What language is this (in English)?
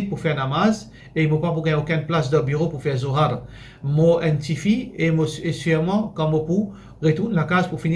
Morisyen